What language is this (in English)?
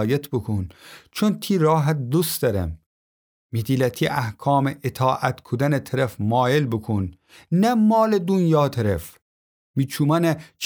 Gilaki